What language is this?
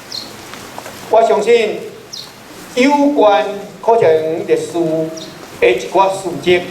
Min Nan Chinese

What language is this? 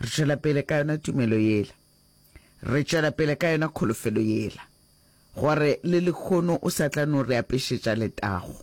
Northern Sotho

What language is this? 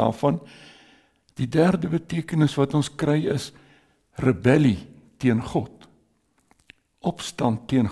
Afrikaans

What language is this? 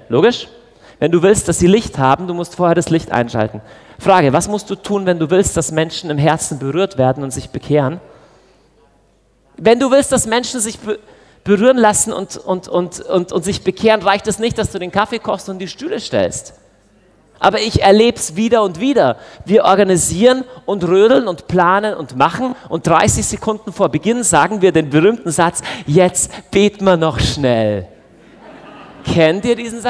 German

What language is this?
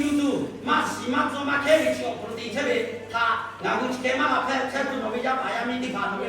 Lahu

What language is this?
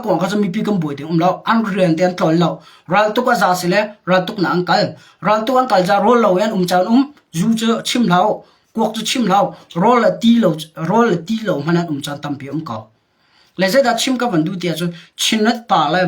Hakha Chin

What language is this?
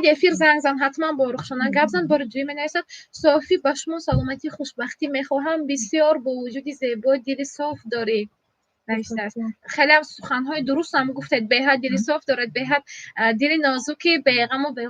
Tajik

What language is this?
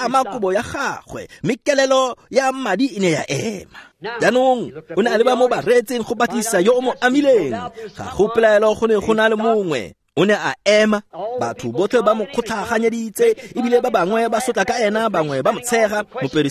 Tswana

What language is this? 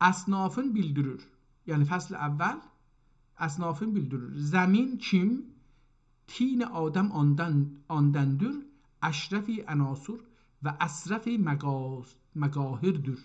South Azerbaijani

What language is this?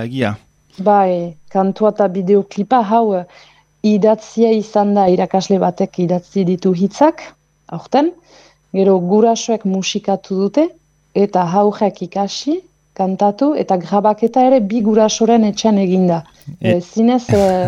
Basque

